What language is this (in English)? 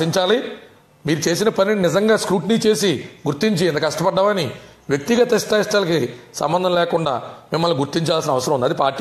Telugu